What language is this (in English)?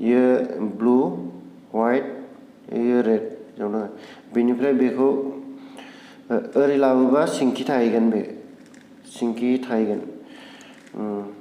Bodo